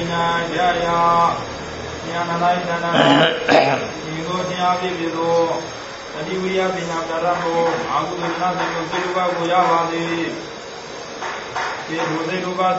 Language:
Burmese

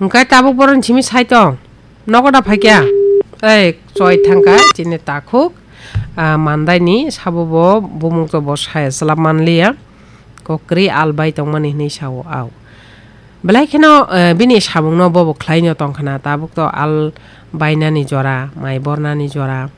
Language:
Kok Borok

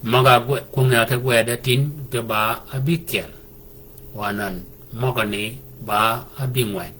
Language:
Shilluk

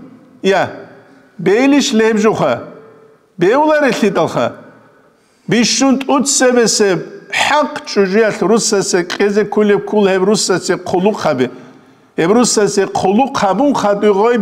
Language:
Avaric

